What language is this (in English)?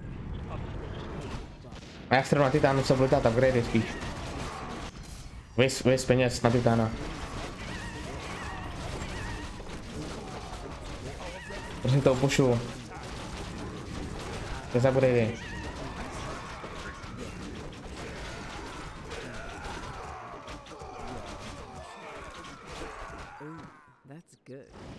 Czech